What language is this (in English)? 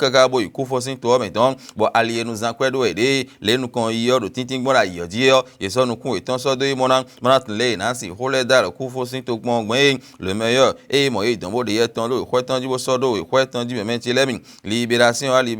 Fon